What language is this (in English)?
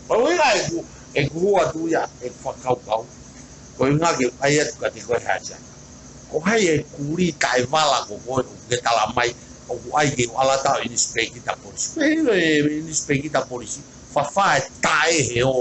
Tongan